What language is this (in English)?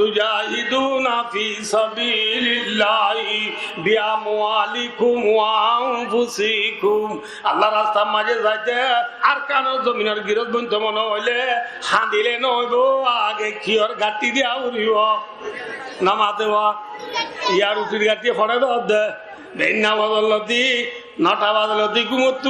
Rohingya